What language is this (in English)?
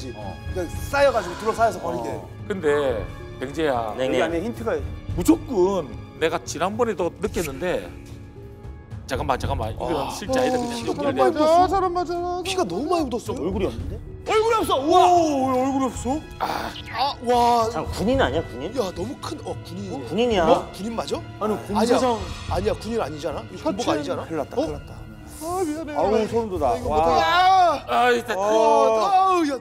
Korean